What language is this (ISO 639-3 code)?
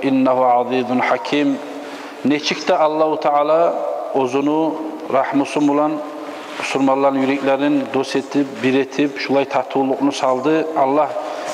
kum